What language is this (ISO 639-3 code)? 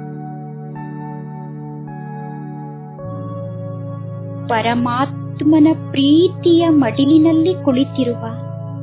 kan